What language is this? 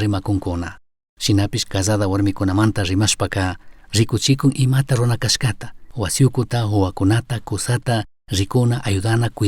Chimborazo Highland Quichua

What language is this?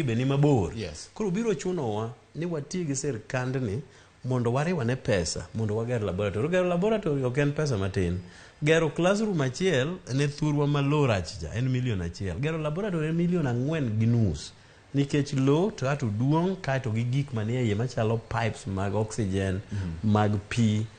Luo (Kenya and Tanzania)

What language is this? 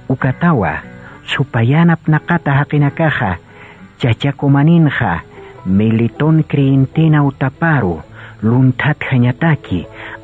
Aymara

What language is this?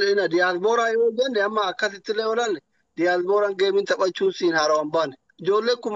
Oromo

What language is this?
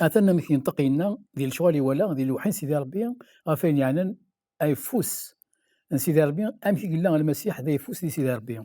Kabyle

